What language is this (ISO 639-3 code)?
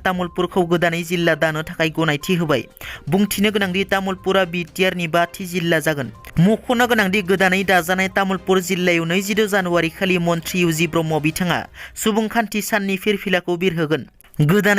brx